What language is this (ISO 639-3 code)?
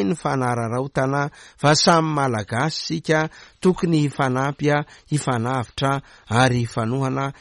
mlg